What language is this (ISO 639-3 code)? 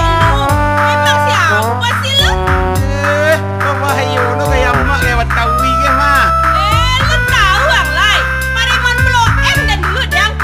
min